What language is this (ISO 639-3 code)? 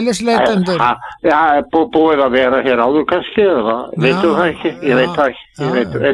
isl